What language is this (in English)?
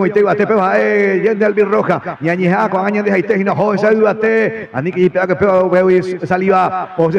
Guarani